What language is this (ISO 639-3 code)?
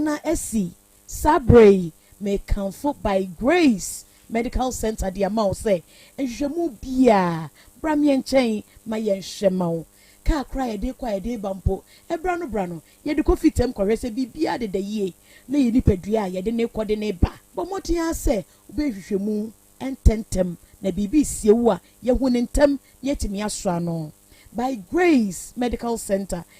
aka